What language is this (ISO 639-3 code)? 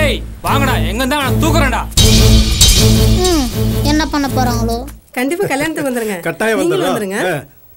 tam